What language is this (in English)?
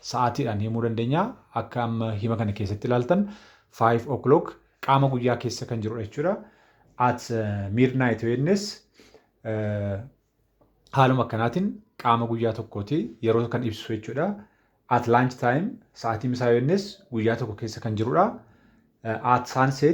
Oromo